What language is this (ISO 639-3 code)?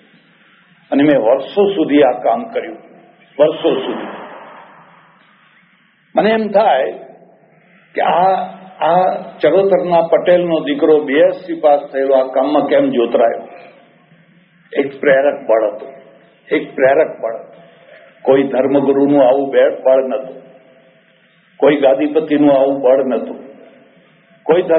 guj